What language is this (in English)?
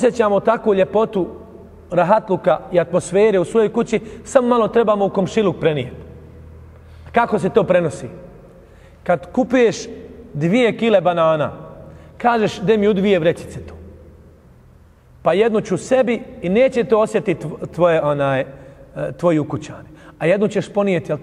Bosnian